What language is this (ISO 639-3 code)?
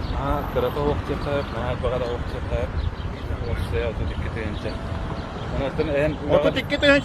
sah